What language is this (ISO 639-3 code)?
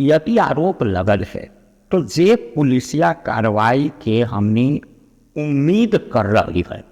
mag